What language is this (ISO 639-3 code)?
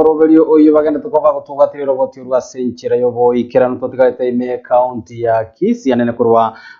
guz